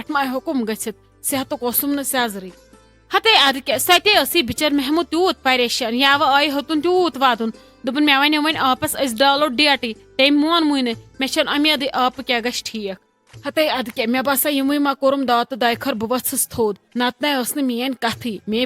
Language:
Kashmiri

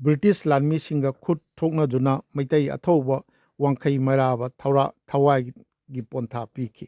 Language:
Manipuri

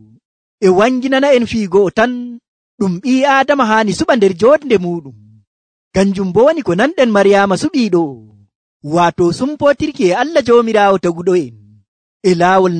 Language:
Nigerian Fulfulde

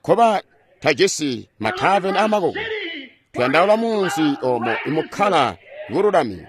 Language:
Tonga (Zambia)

